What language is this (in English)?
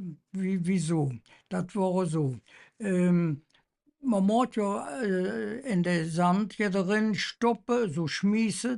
Colognian